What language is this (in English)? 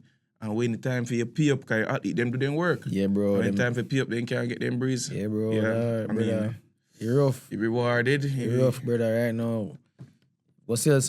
Jamaican Creole English